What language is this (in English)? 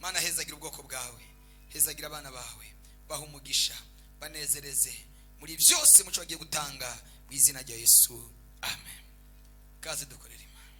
Rundi